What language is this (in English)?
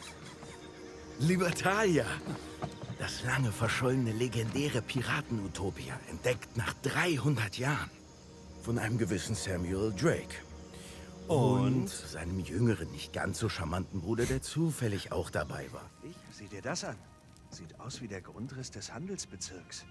Swiss German